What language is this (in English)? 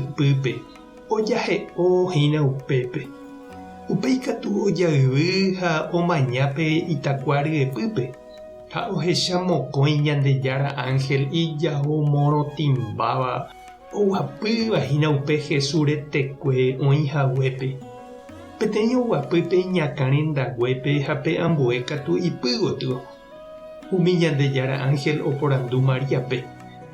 Guarani